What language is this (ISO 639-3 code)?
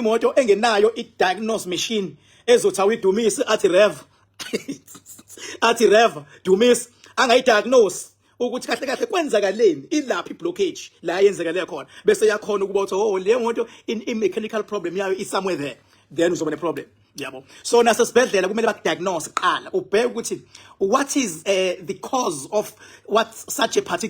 zul